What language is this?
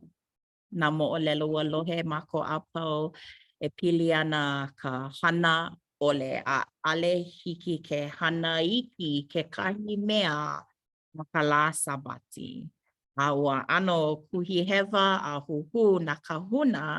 Hawaiian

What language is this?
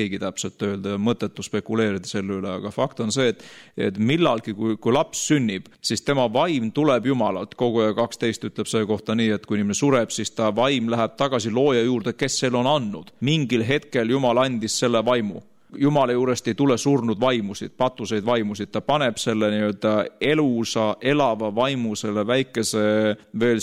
Estonian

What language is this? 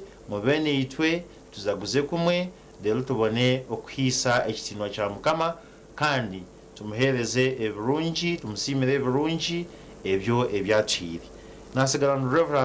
Nyankole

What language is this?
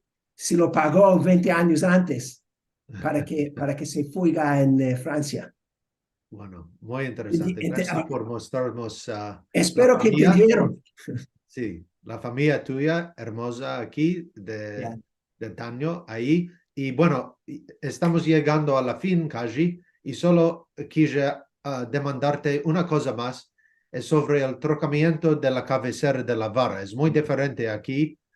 Ladino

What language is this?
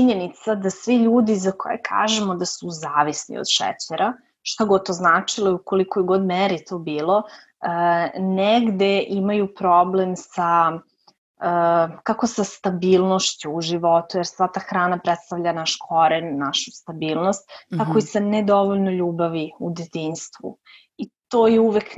Serbian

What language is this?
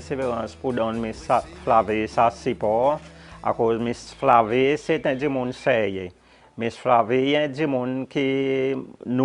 Seselwa Creole French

